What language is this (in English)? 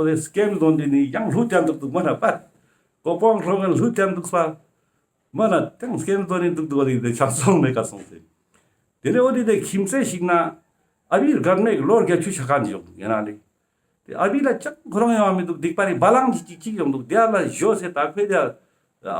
Ladakhi